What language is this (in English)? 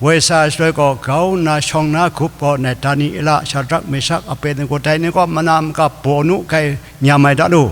Kachin